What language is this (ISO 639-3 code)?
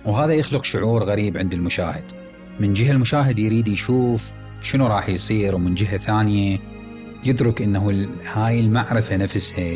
acm